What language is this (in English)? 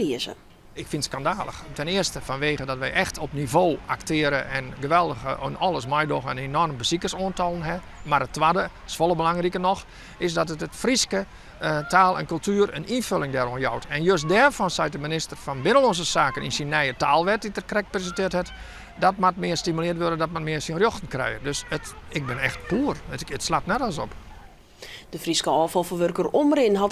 Western Frisian